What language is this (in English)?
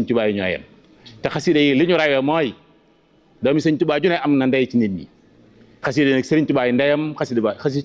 Wolof